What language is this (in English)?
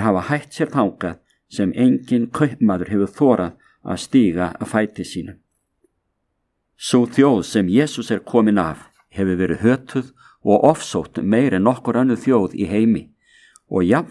Icelandic